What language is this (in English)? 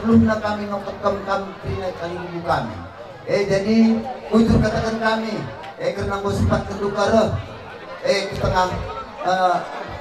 Batak Karo